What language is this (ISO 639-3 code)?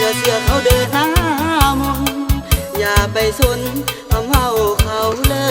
lao